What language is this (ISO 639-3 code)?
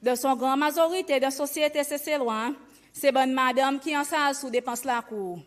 crs